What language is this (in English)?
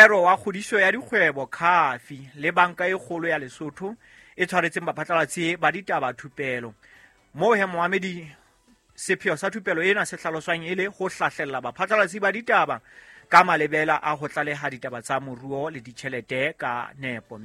Southern Sotho